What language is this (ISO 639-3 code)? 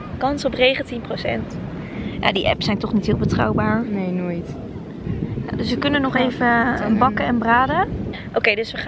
nld